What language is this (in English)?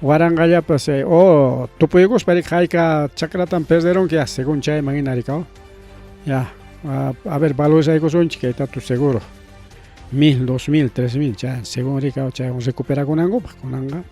Ayacucho Quechua